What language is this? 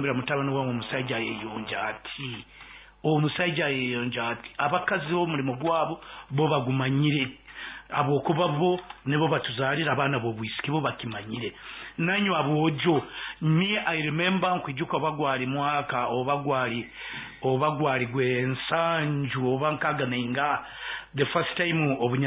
Nyankole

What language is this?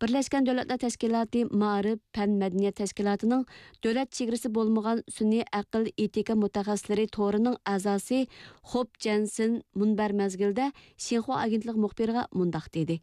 Uyghur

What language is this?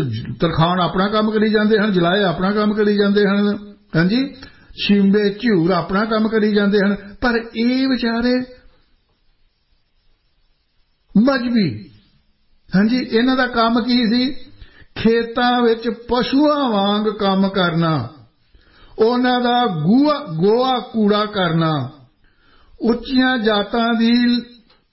Punjabi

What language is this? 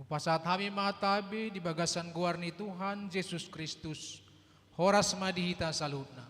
Batak Toba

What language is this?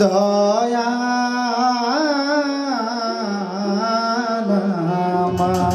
Sylheti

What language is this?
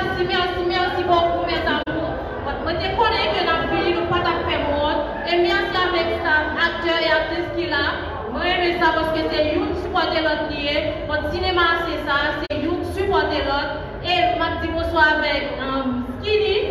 Haitian Creole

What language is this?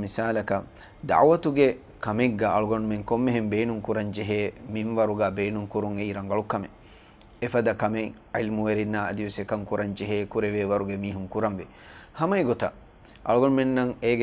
Divehi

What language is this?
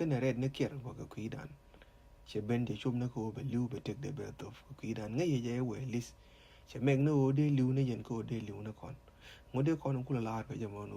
Nuer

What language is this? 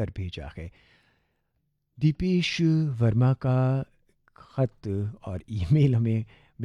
Hindi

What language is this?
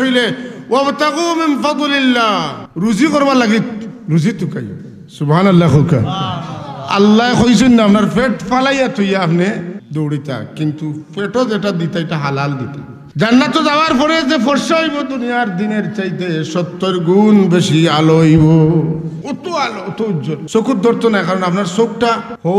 Sylheti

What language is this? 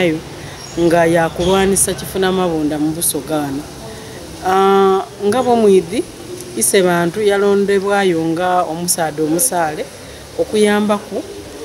Soga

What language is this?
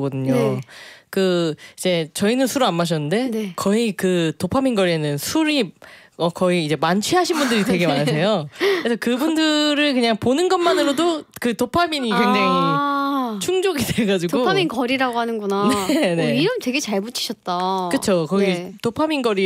Korean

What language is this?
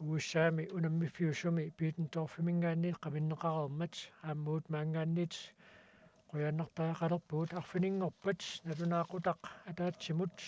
Kalaallisut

